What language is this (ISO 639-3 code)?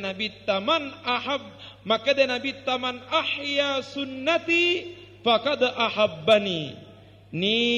bug